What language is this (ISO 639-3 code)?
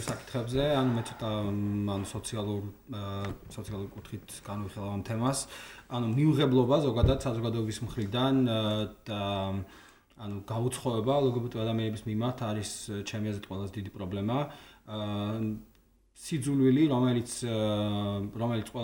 kat